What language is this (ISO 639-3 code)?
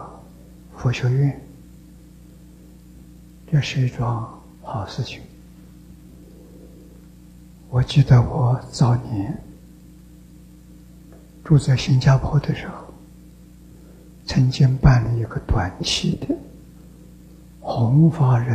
zho